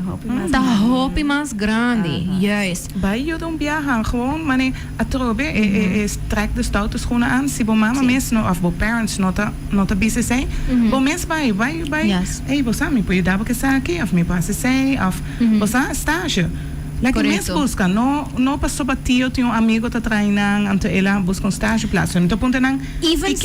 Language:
Papiamento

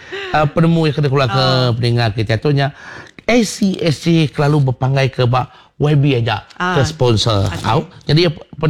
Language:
Iban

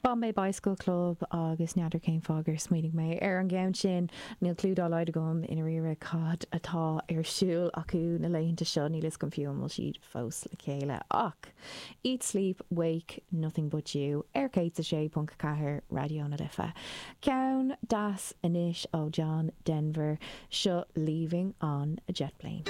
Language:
Irish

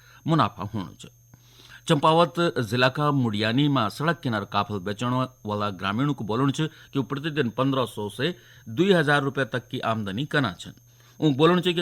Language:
Garhwali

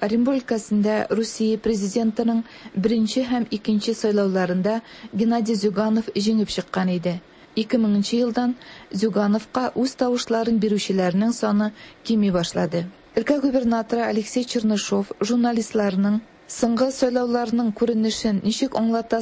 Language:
Tatar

